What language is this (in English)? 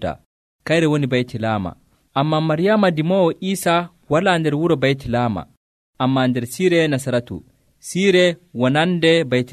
Nigerian Fulfulde